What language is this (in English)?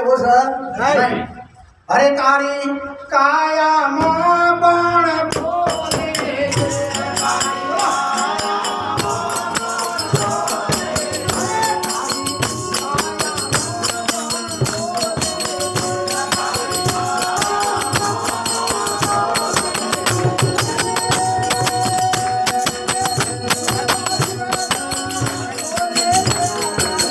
Gujarati